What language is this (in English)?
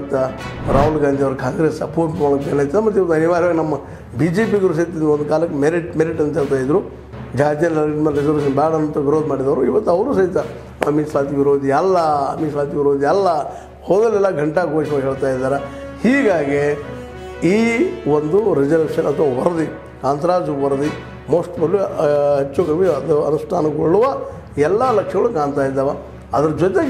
Kannada